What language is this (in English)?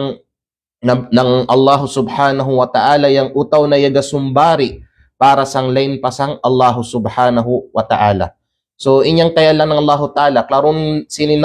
Kalagan